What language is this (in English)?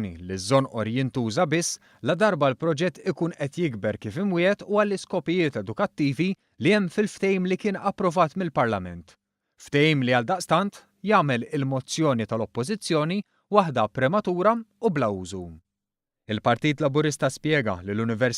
Maltese